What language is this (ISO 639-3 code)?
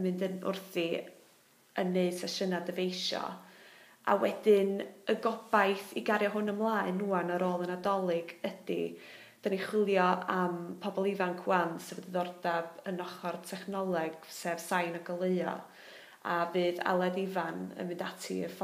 cym